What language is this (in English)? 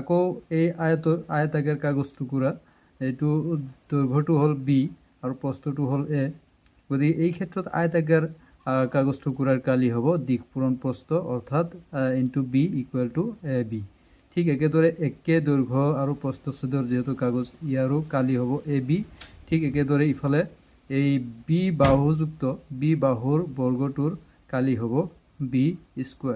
Assamese